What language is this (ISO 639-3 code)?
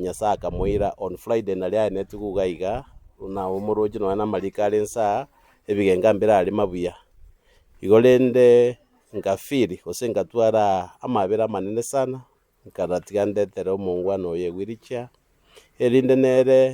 guz